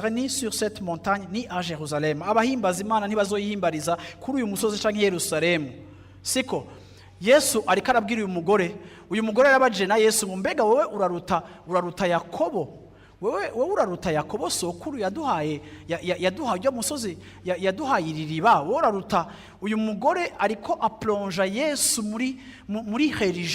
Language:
Rundi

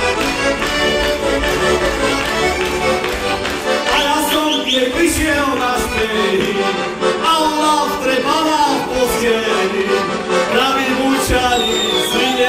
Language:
Slovak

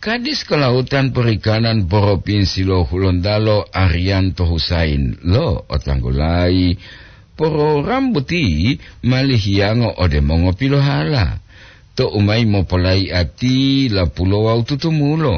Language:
Gorontalo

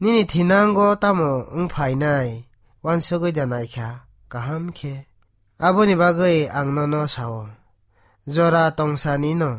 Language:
Kok Borok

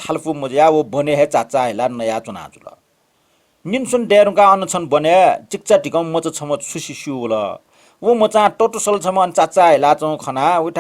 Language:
Newari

